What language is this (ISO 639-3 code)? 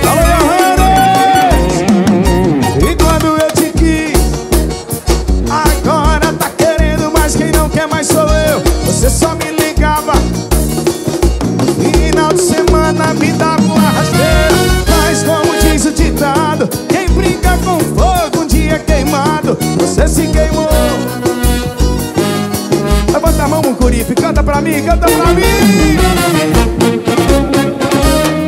por